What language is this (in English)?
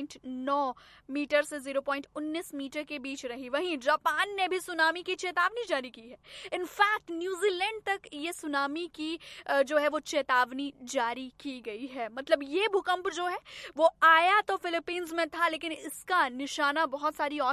Hindi